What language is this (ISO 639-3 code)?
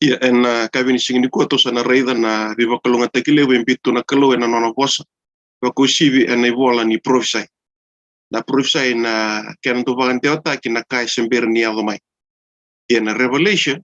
fij